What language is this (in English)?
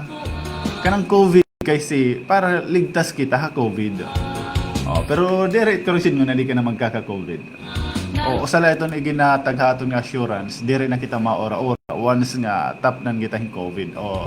Waray